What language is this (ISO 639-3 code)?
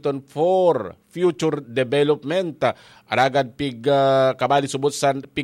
bik